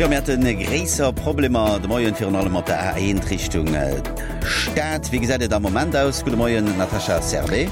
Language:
Luxembourgish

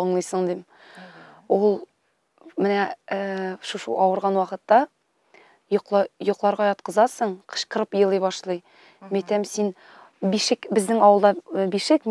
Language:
Tatar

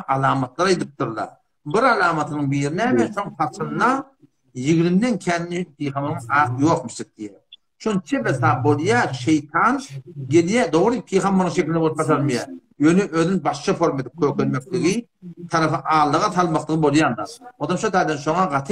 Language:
Turkmen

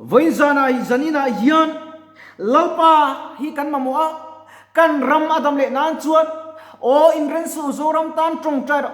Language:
Mizo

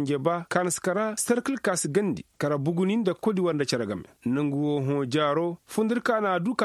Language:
Koyraboro Senni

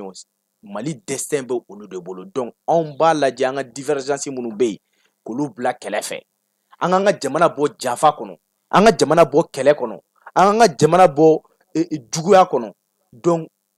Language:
Bambara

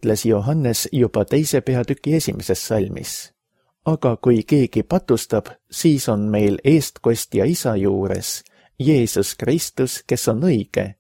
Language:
Estonian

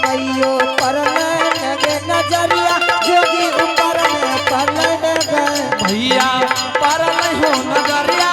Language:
Angika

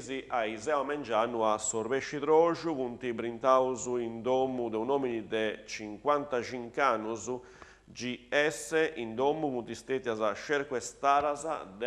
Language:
Sardinian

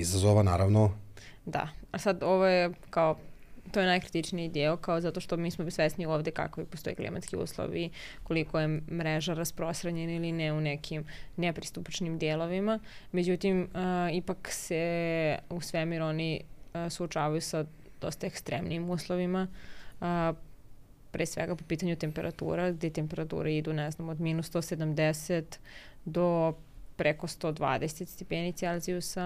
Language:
Serbian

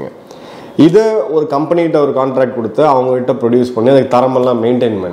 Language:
Tamil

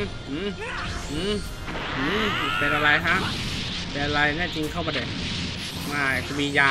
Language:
Thai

